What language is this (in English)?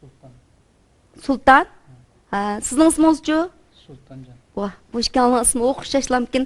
Uyghur